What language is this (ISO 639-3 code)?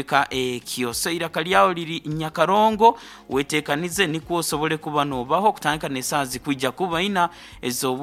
nyo